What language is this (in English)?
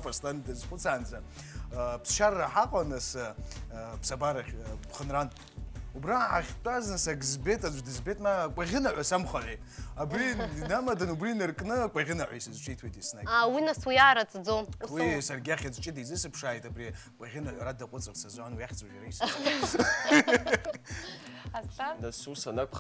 Abkhazian